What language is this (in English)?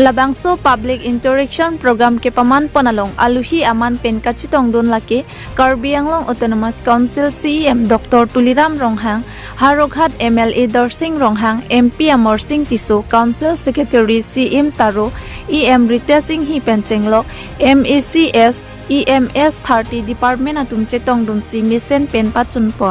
Karbi